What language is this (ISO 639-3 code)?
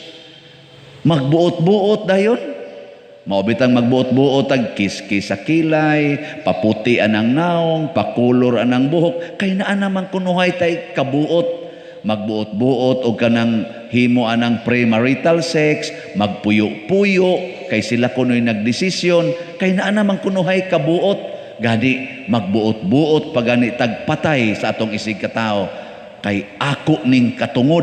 ceb